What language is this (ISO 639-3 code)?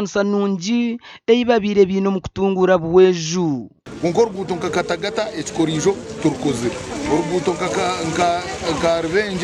nyn